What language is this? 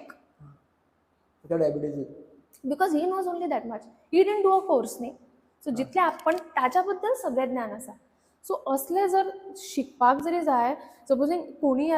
Konkani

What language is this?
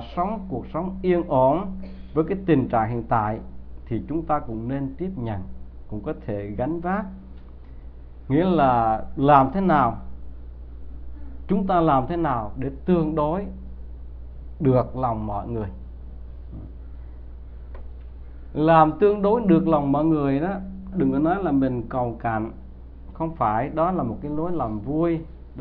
Vietnamese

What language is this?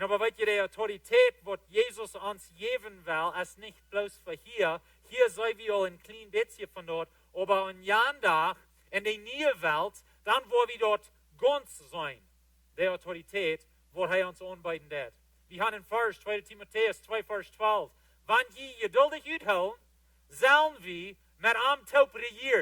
Plautdietsch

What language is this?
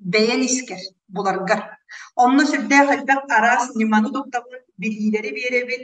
Yakut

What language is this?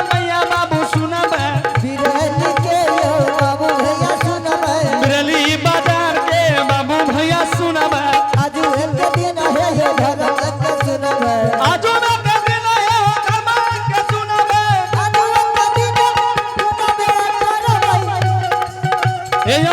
Angika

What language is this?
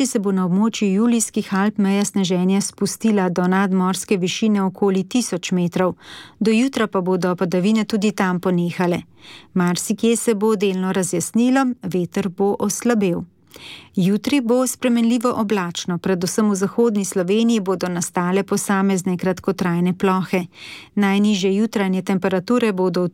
Slovenian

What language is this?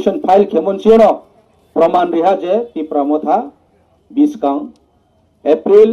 Riang (India)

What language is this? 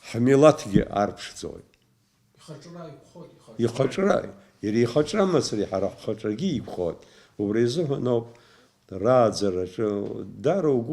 Abkhazian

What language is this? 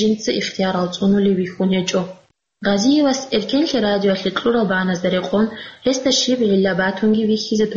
Avaric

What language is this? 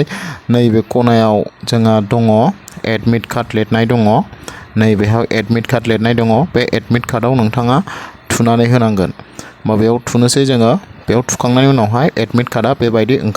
Bodo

